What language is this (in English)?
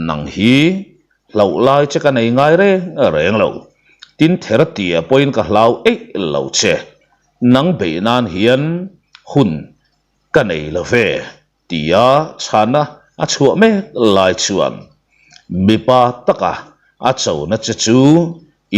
Mizo